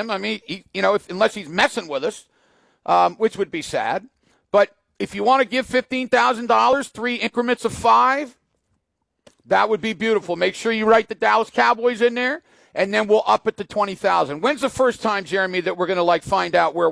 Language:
English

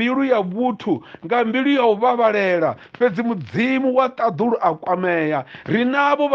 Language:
Venda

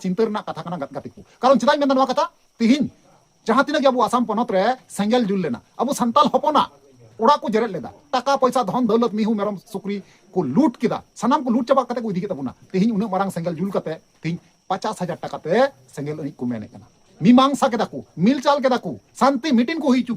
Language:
Santali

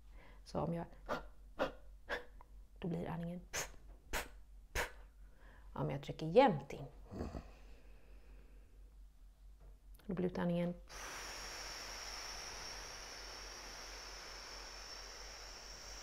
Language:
Swedish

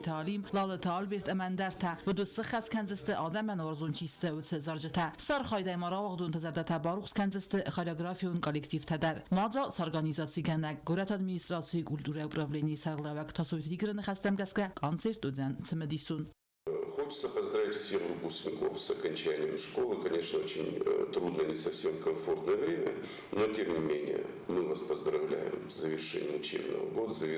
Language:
Ossetic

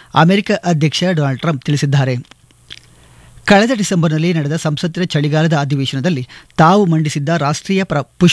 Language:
Kannada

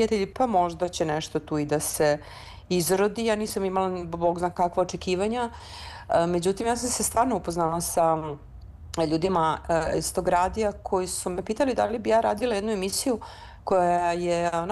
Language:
Serbian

